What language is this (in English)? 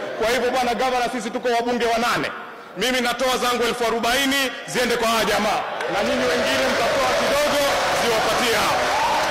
Swahili